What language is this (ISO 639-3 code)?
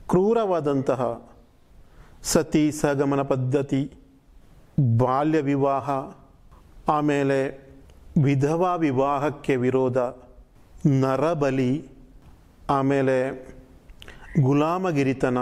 kan